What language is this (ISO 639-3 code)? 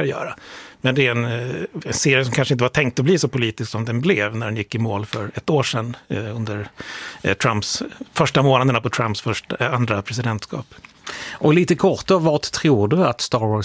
swe